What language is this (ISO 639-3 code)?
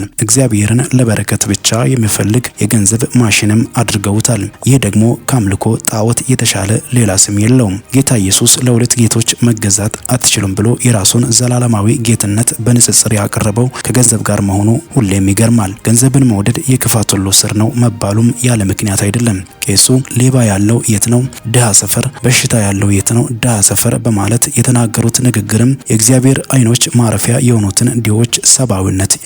amh